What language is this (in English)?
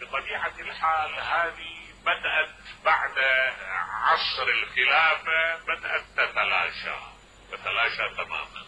Mesopotamian Arabic